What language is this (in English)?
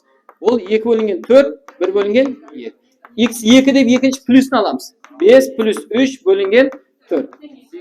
Kara-Kalpak